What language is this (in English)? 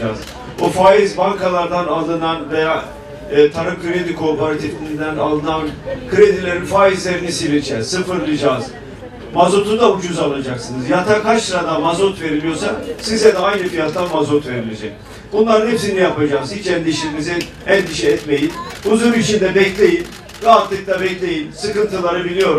Turkish